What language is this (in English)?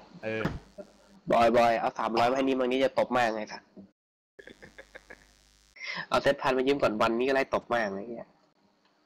Thai